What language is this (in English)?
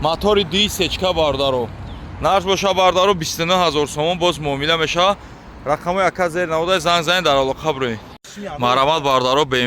Tajik